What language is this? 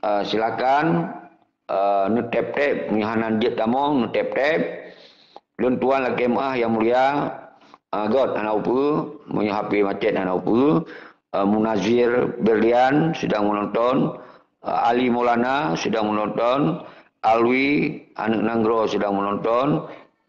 Achinese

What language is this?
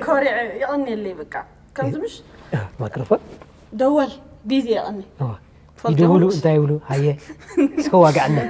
Tigrinya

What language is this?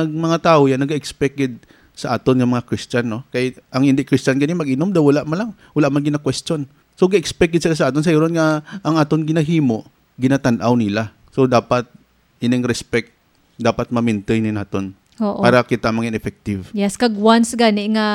Hiligaynon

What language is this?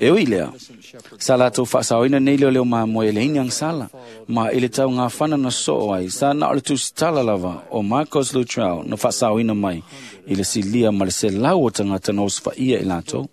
Samoan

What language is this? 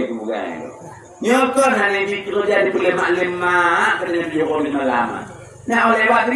Achinese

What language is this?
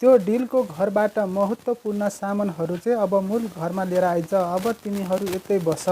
Nepali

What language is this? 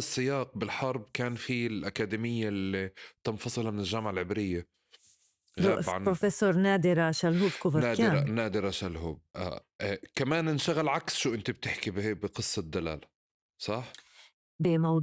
North Levantine Arabic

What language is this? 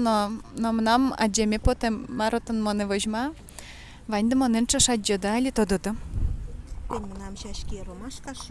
Udmurt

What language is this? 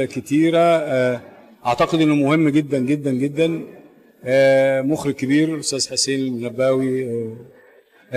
Egyptian Arabic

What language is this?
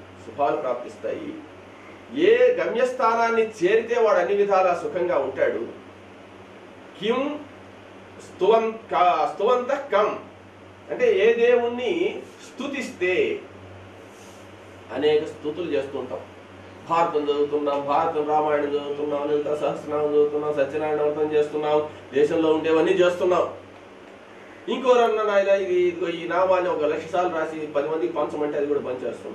Telugu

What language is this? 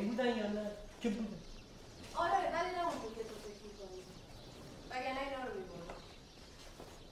Persian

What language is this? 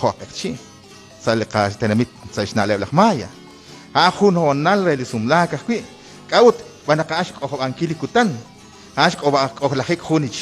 Kekchí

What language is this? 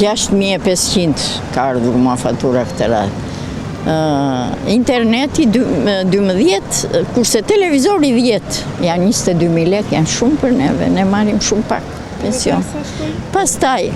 Albanian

